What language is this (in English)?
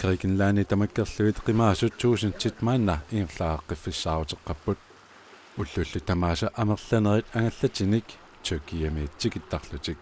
Kalaallisut